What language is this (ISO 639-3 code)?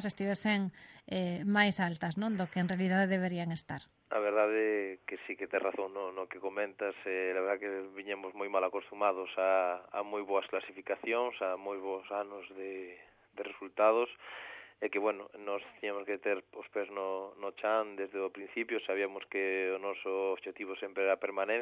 glg